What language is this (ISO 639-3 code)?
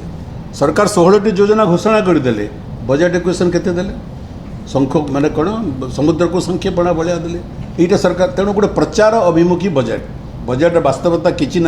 ori